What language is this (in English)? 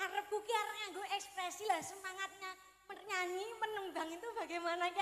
Javanese